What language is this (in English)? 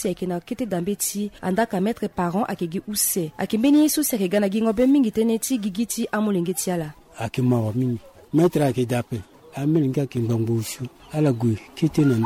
Sango